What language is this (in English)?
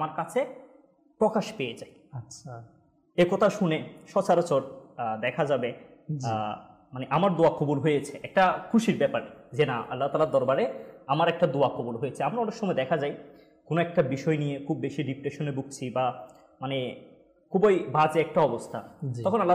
Bangla